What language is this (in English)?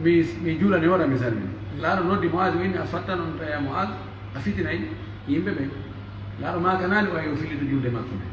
Pular